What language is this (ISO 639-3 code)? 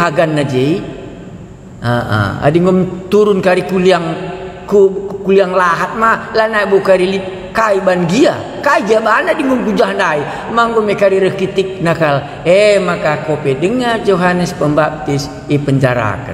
btx